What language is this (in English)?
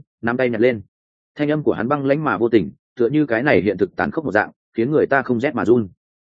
Vietnamese